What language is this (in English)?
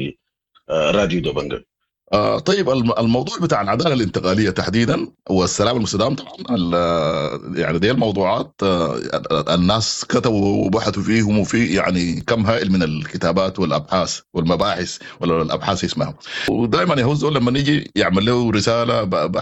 Sudanese Arabic